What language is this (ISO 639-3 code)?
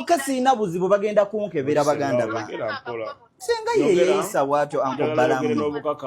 lug